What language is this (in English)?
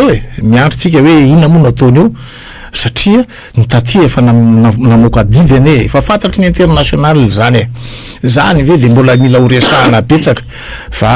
Malagasy